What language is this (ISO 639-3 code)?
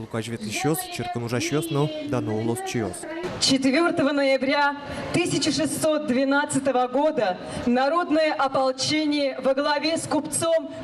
udm